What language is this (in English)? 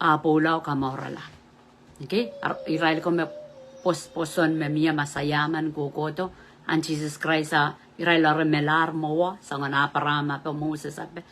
Pohnpeian